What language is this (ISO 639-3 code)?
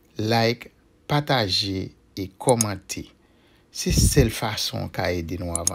hat